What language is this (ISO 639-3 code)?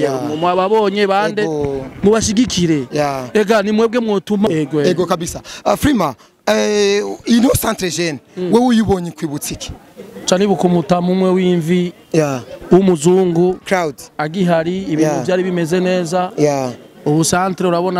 run